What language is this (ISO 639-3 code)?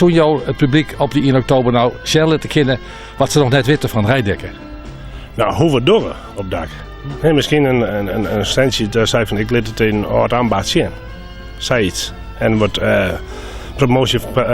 fry